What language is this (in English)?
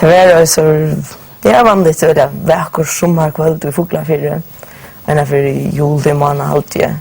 Faroese